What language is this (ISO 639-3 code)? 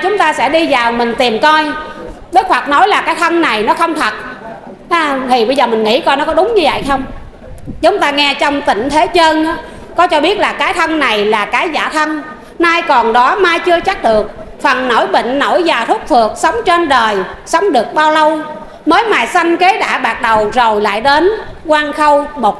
vie